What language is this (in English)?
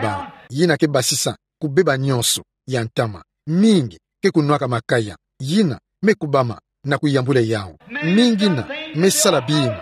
Kituba (Democratic Republic of Congo)